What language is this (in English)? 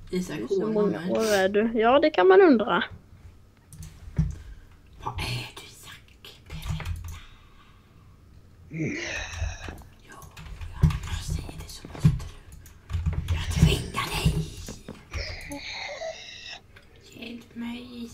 Swedish